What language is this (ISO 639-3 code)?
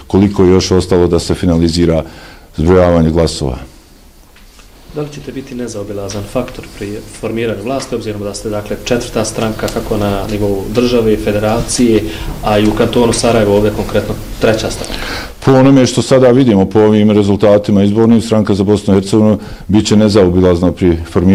bos